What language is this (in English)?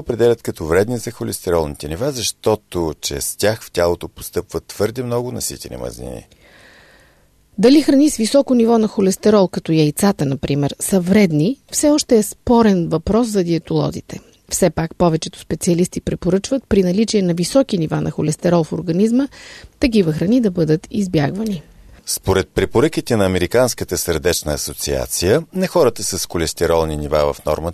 Bulgarian